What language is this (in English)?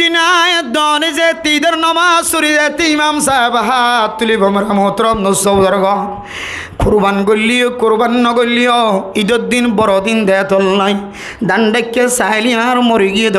Rohingya